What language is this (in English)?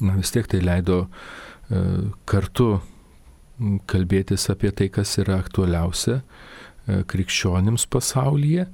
Lithuanian